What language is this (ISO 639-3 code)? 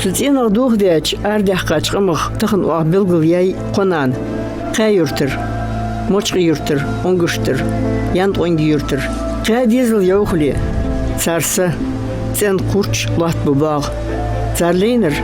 inh